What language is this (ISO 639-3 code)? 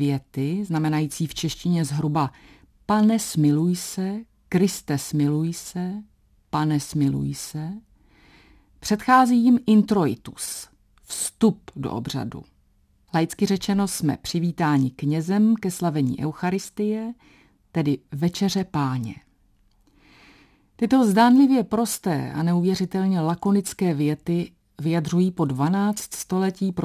ces